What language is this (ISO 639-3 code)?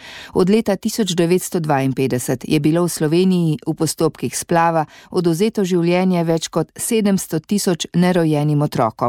slv